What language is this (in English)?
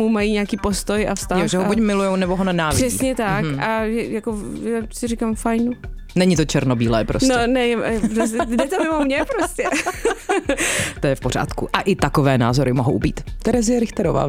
Czech